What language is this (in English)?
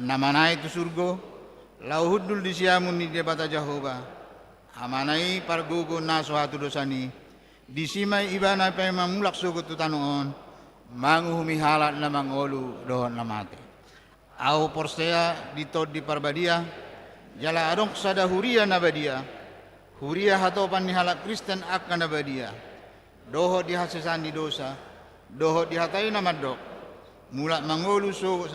Batak Toba